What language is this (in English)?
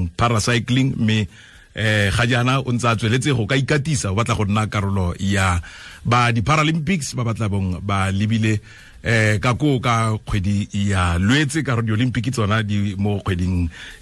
Tswana